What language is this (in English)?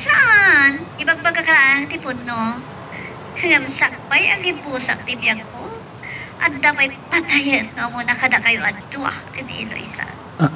Iloko